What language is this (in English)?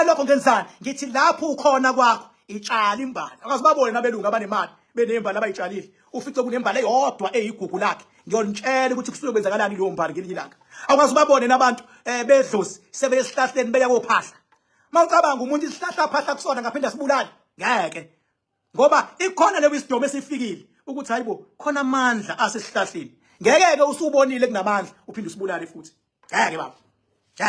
Zulu